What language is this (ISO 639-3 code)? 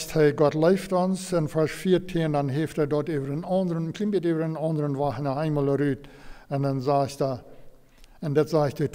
pdt